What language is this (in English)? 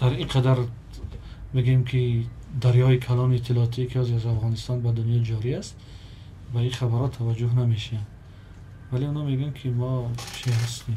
Tajik